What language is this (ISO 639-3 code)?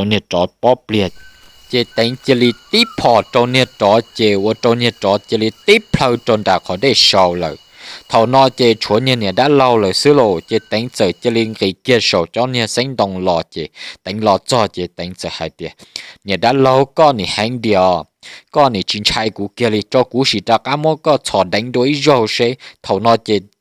hmn